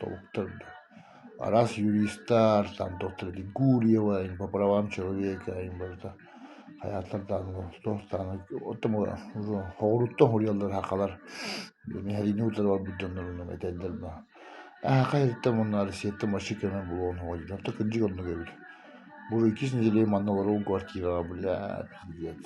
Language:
Yakut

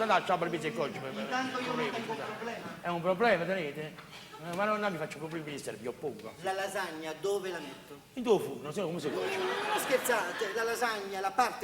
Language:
Neapolitan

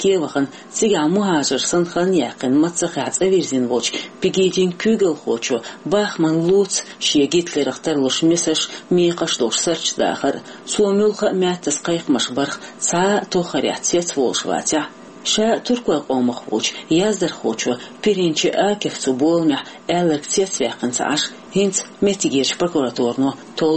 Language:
Chechen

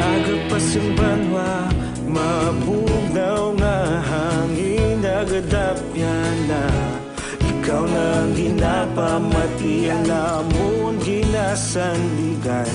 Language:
Hiligaynon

